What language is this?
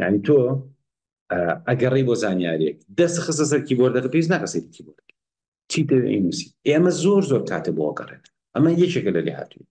Central Kurdish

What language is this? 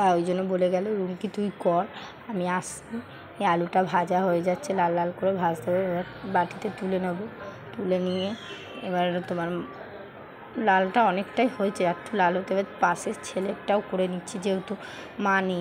Bangla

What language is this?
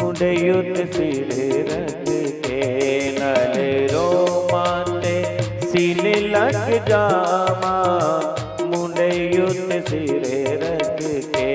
Dogri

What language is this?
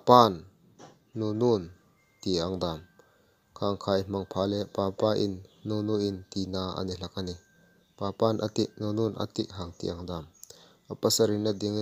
Hmar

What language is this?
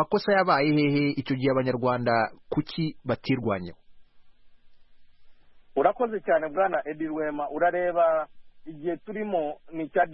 Kinyarwanda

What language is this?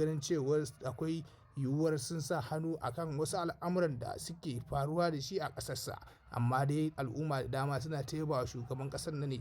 Hausa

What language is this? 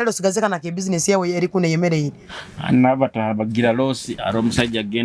Nyoro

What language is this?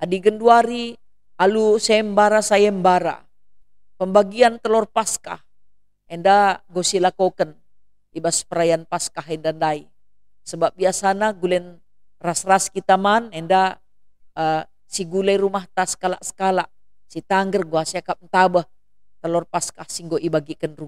Batak Karo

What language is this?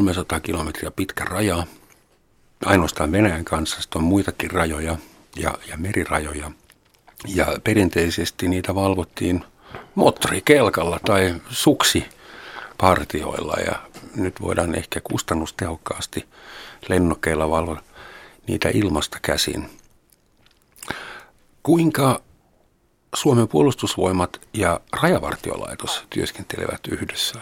Finnish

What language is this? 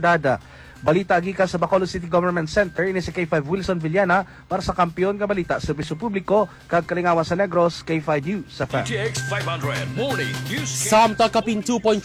Hiligaynon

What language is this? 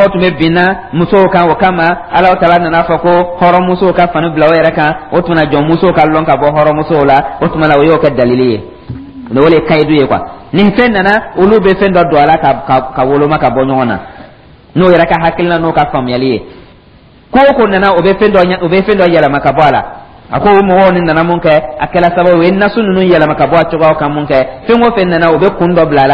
Dyula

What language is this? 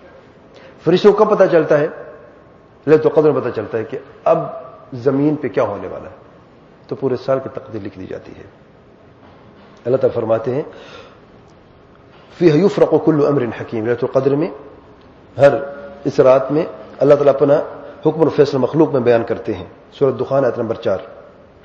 Urdu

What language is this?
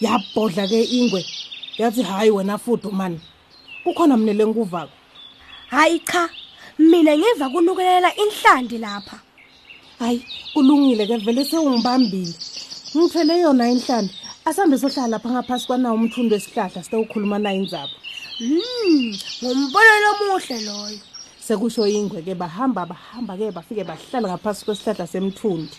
Swati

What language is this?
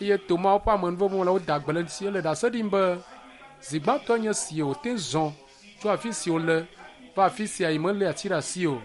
Ewe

